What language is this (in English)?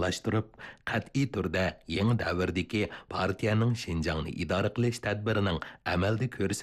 Uyghur